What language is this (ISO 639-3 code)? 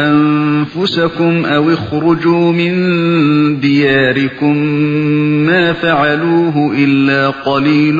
uig